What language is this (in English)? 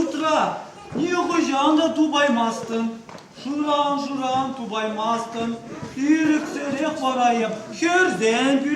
Chuvash